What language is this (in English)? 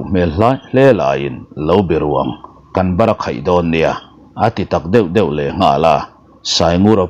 Mizo